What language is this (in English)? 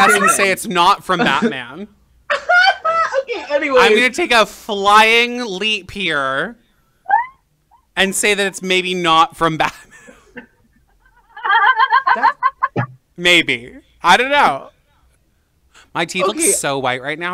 English